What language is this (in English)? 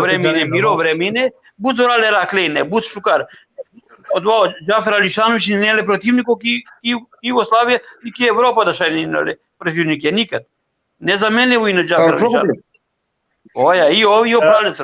Balkan Romani